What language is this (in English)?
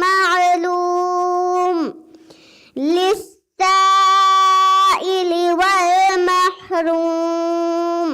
Divehi